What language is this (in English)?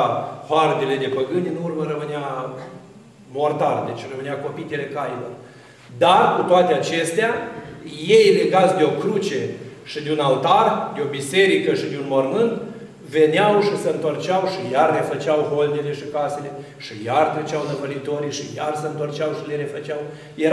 Romanian